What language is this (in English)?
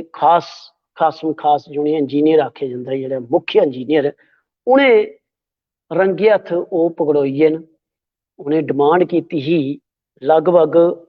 Dogri